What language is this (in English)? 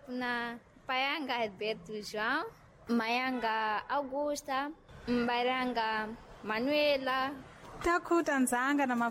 Sena